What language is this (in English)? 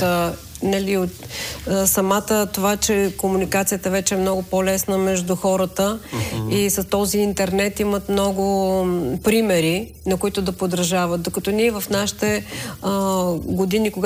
Bulgarian